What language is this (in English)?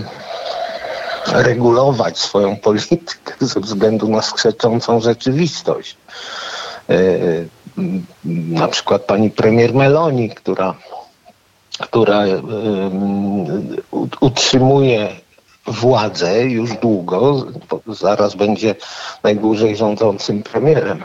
Polish